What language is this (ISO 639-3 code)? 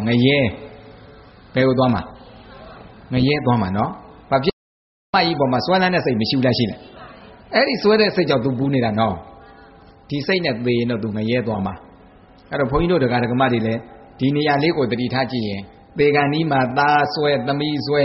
mya